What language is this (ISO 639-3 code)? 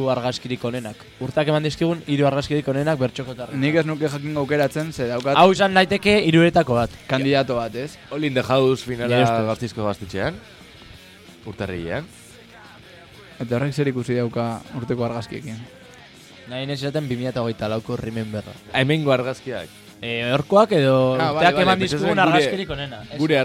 eus